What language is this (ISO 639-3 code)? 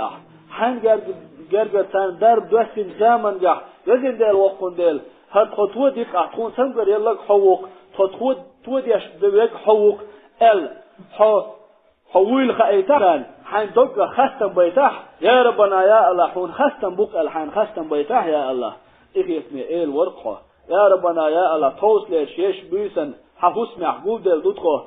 che